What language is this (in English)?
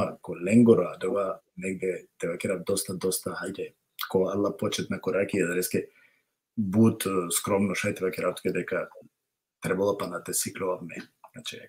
Balkan Romani